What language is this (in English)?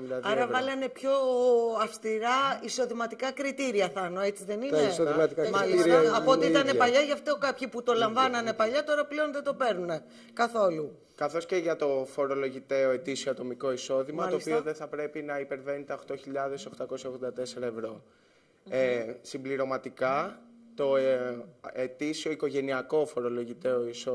Greek